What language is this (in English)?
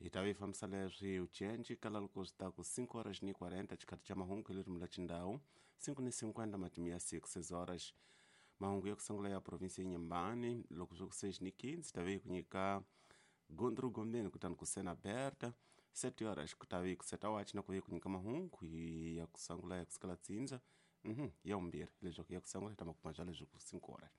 Tsonga